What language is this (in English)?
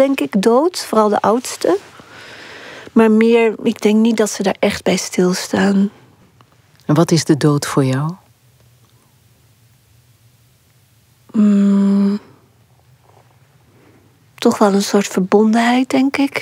Dutch